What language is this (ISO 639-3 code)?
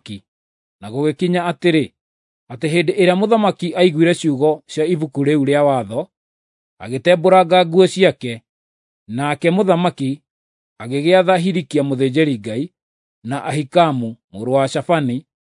kik